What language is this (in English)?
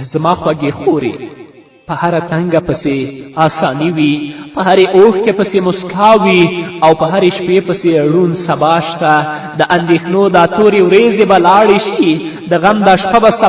Pashto